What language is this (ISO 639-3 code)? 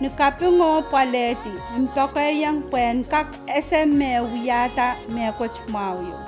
pon